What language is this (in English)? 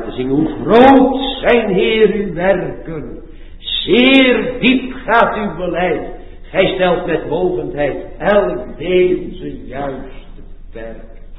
Dutch